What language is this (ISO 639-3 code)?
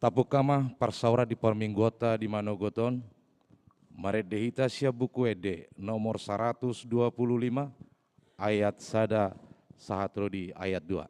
bbc